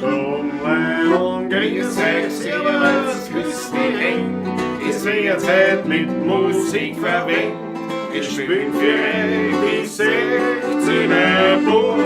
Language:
Bavarian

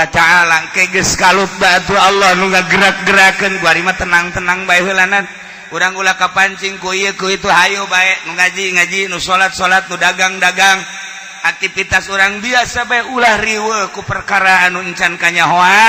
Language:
Sundanese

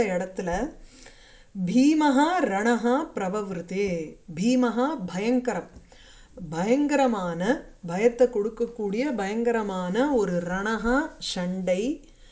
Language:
Tamil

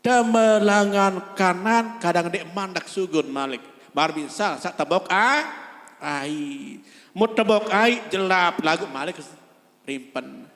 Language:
Sasak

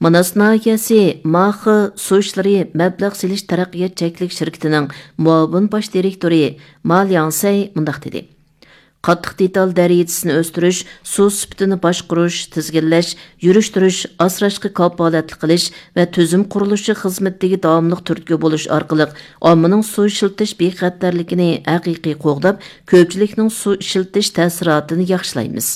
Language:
Uyghur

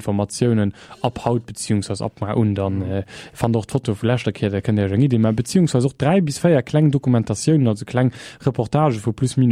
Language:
Luxembourgish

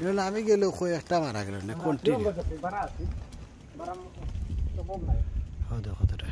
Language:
Sylheti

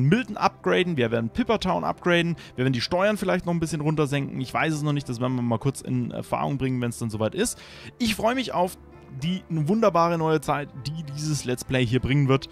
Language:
German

